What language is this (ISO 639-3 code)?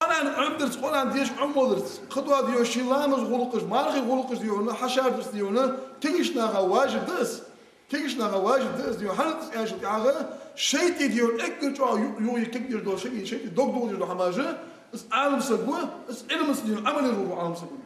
inh